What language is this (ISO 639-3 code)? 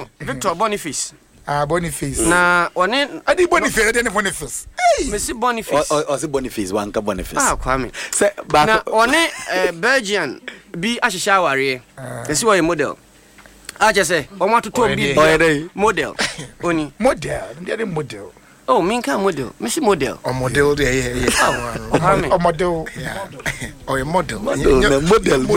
aka